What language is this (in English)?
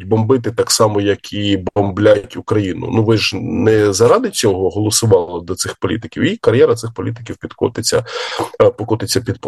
Ukrainian